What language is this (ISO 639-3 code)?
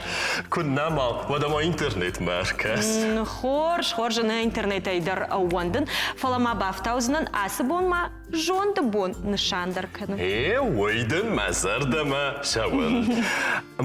oss